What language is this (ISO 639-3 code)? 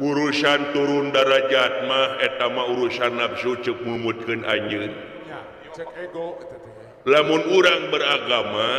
sun